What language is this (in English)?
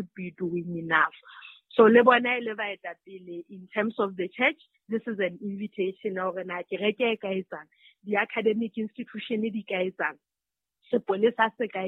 Southern Sotho